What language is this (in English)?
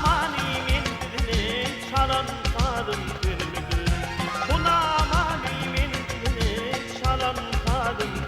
Turkmen